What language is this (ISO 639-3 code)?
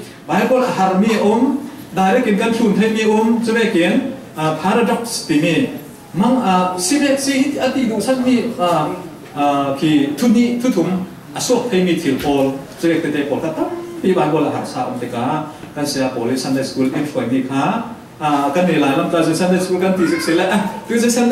cfm